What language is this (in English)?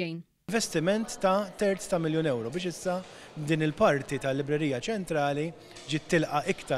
Maltese